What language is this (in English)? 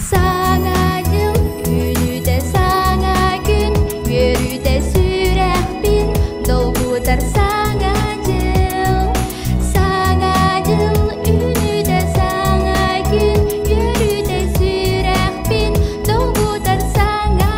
Yakut